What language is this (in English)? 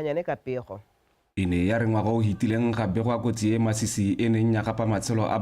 Tswana